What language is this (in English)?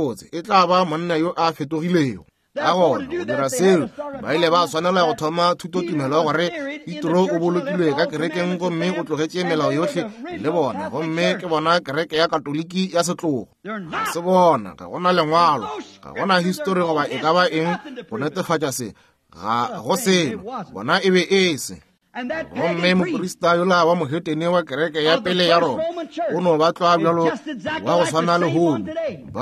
Northern Sotho